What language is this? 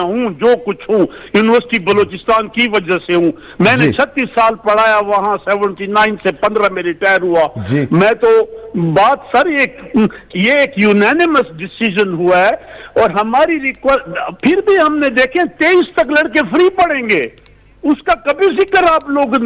Urdu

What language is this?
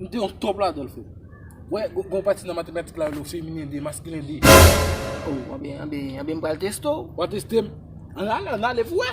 Haitian Creole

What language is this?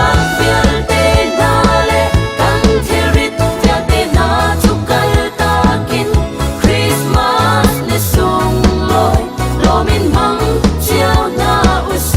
Hakha Chin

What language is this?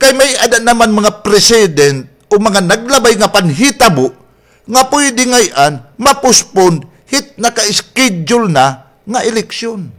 Waray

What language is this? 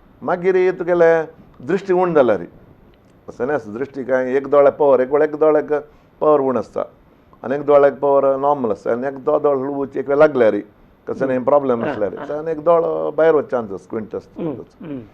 Konkani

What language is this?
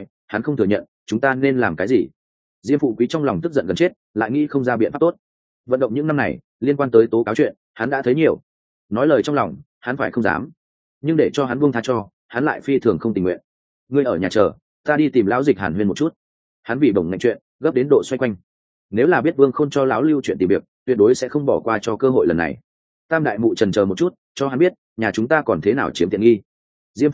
Vietnamese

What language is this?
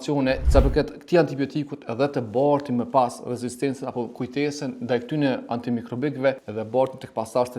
Albanian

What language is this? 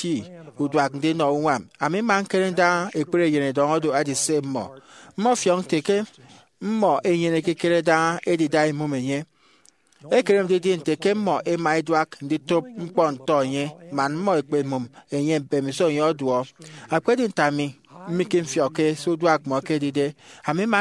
Efik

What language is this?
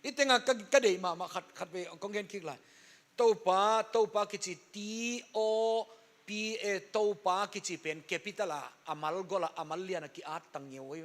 Tedim Chin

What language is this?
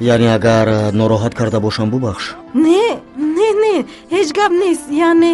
Tajik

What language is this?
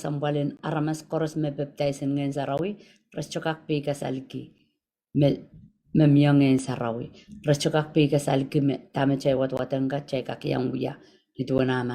Pohnpeian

